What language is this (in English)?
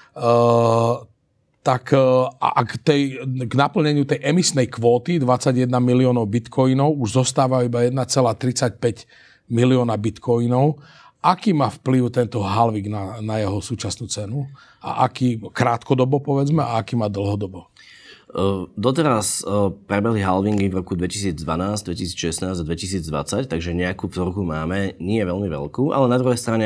Slovak